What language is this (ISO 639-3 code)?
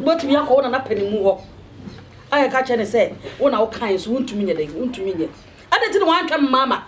aka